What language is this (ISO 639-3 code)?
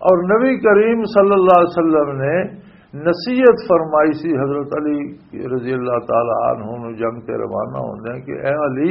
lah